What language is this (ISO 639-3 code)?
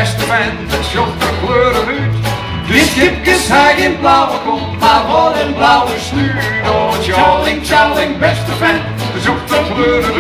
fry